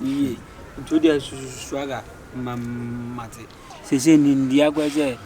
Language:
Akan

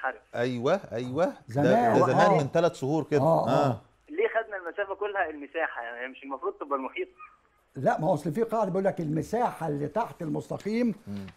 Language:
Egyptian Arabic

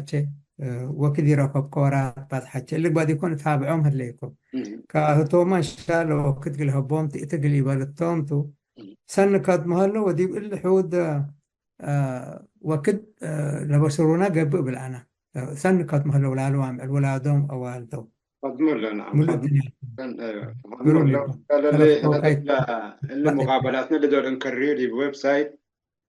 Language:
Tigre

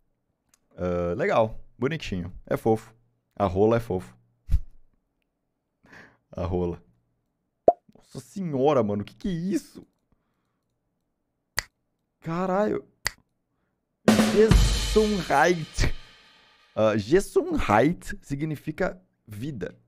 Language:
Portuguese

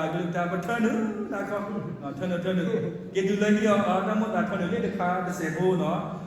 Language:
S'gaw Karen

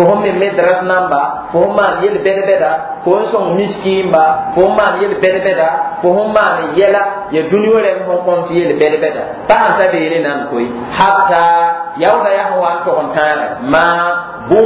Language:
Mossi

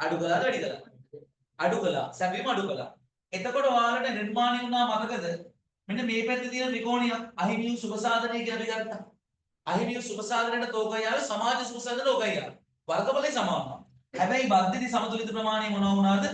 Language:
Sinhala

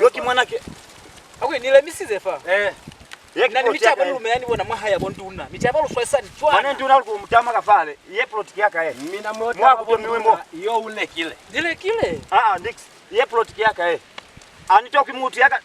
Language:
Lozi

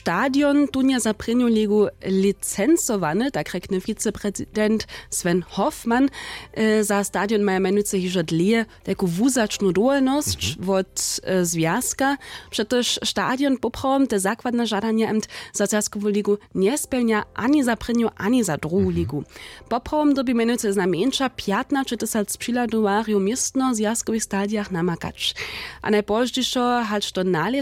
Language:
Upper Sorbian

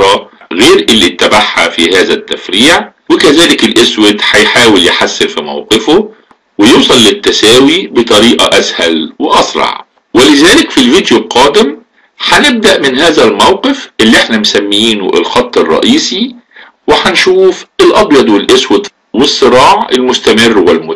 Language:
Egyptian Arabic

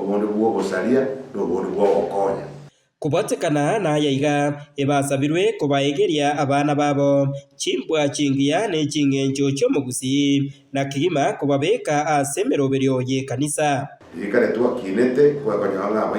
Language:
Gusii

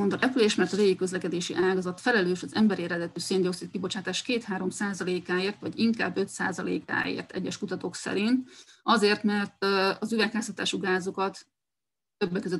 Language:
Hungarian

